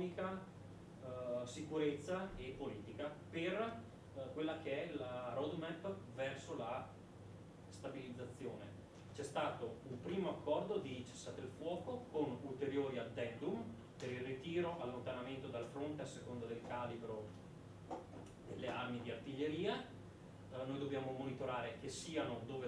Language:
Italian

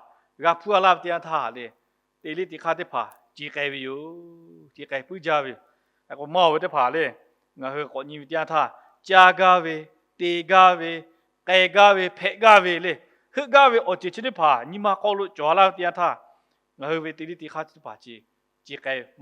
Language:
Lahu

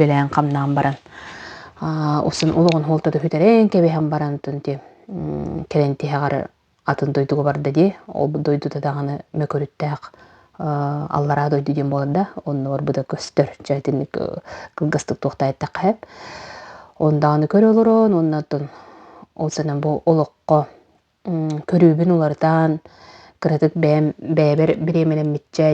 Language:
Yakut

